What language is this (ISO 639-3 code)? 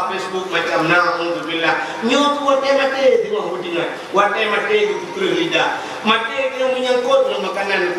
ace